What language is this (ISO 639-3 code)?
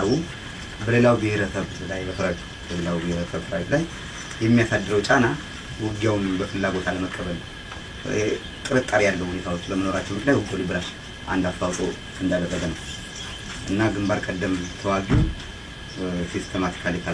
amh